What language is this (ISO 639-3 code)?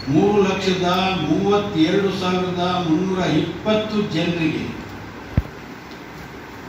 kan